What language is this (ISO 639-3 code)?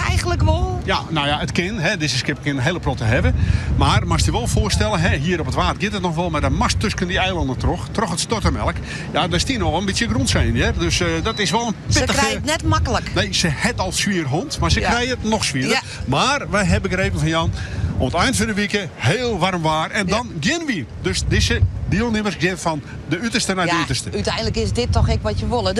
fry